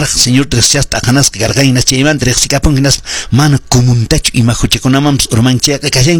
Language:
Quechua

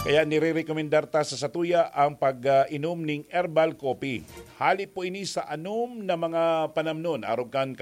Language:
Bikol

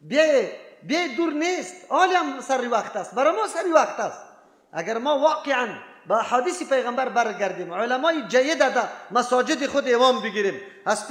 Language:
Persian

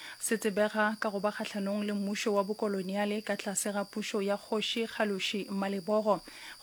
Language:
Northern Sotho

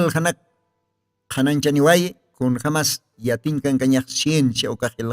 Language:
Aymara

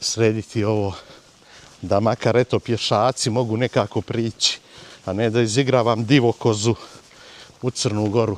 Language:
Bosnian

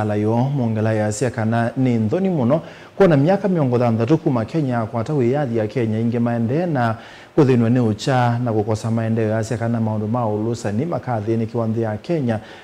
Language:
Kamba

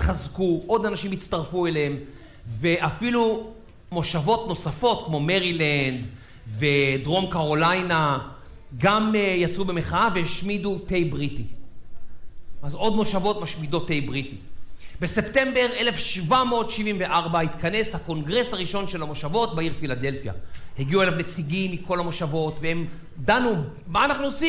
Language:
Hebrew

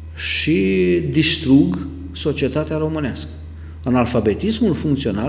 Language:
Romanian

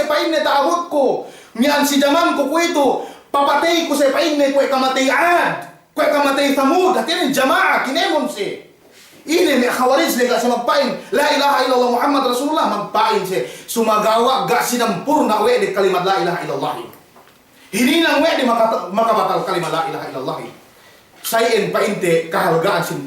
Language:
Yakan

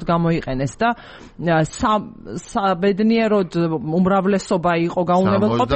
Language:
Georgian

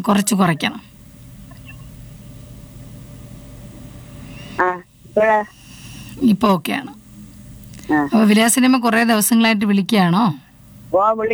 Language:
Malayalam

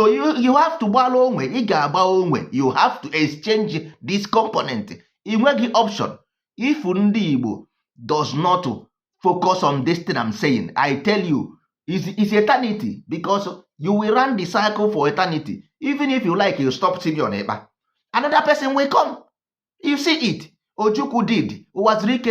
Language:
Igbo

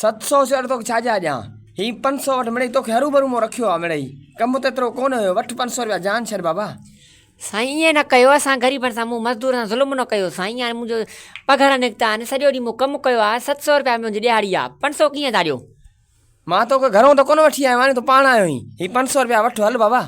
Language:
Sindhi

